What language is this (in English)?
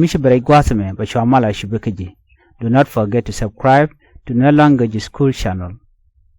Nuer